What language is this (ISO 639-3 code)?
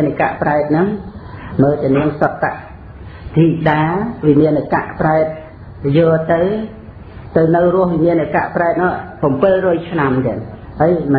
khm